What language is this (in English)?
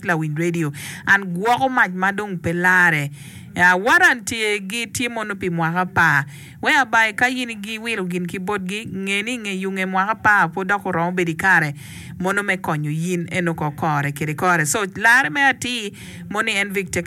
Acoli